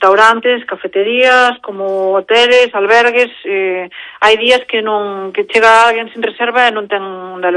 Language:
Galician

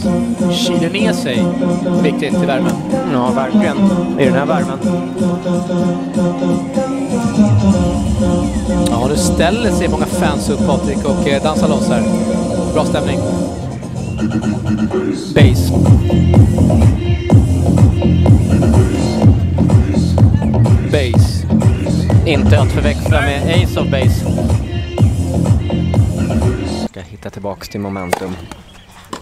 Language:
Swedish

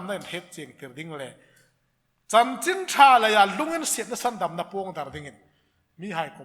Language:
Hmar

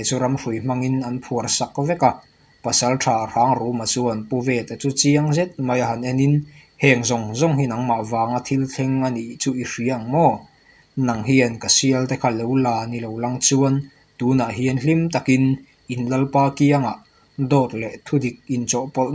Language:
Mizo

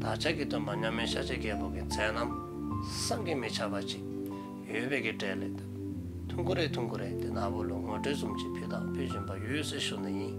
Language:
Dzongkha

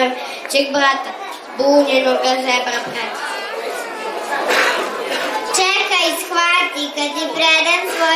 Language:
Serbian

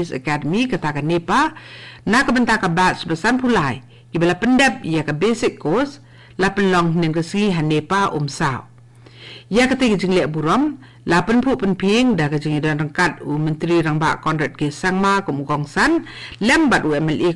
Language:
Khasi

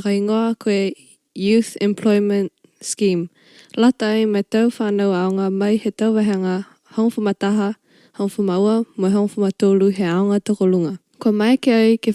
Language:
Niuean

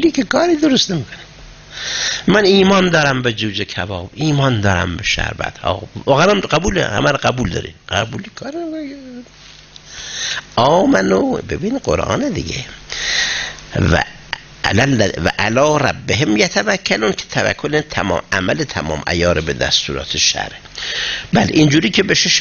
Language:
Persian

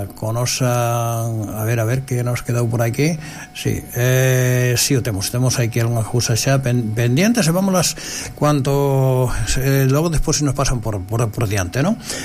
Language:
Galician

